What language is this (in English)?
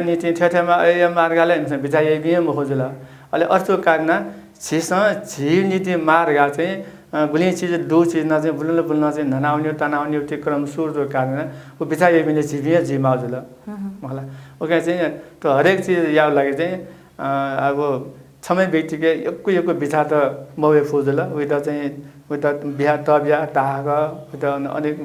Newari